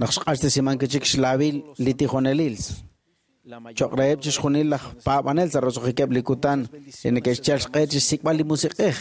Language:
Kekchí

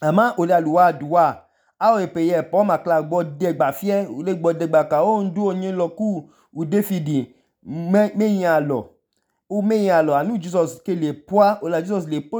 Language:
Idoma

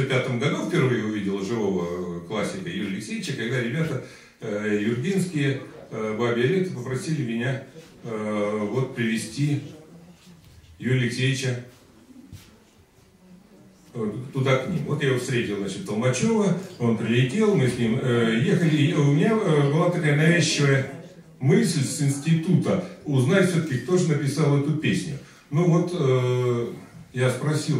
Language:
Russian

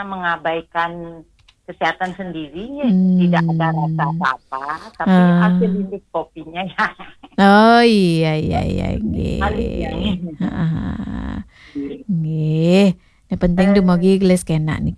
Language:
Balinese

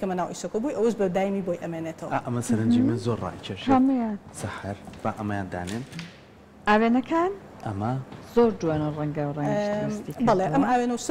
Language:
Central Kurdish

